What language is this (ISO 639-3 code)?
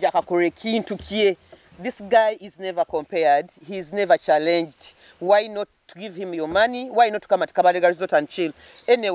nyo